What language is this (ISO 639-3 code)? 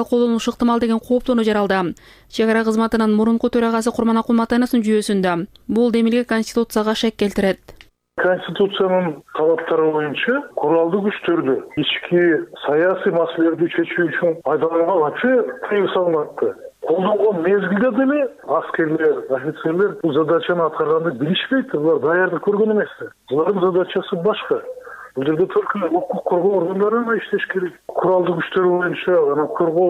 kir